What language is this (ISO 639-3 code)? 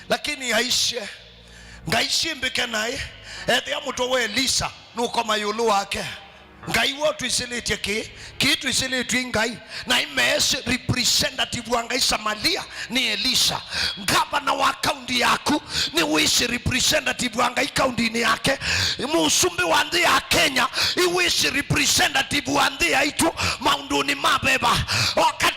kam